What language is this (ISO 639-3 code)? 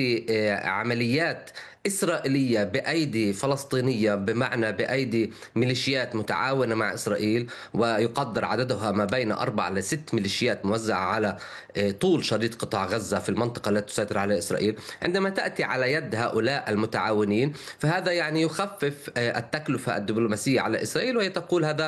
ara